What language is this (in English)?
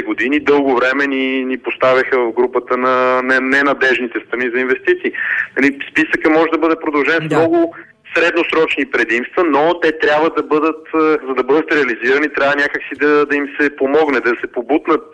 Bulgarian